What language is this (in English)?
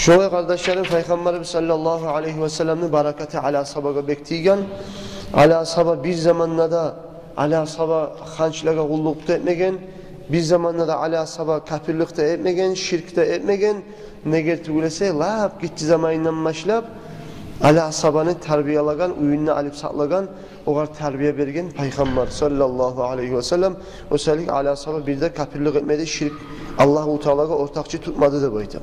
Kumyk